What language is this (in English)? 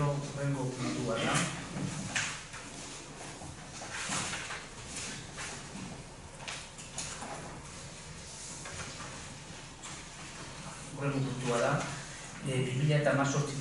Basque